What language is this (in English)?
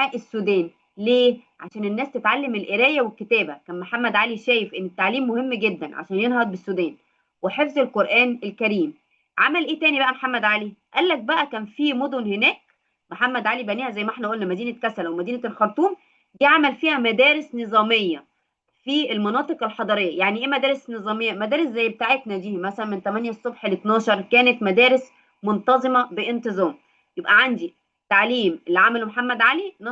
Egyptian Arabic